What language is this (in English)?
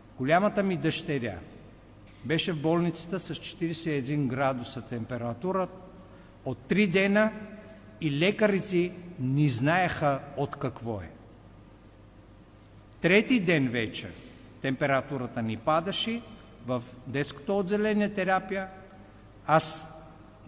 Bulgarian